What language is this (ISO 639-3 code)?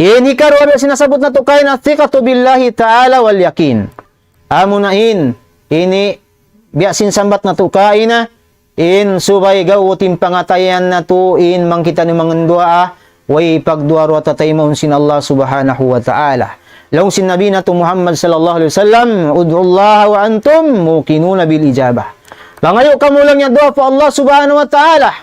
tsg